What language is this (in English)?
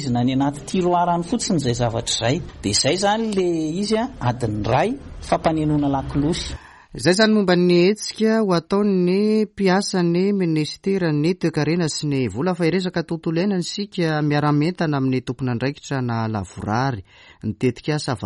Malagasy